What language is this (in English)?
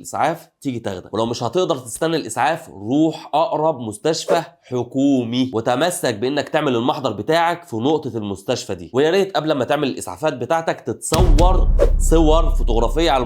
Egyptian Arabic